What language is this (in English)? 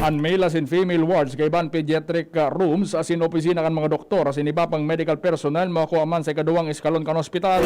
Bikol